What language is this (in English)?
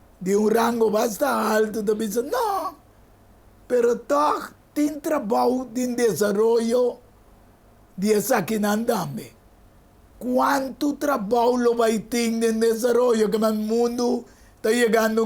Papiamento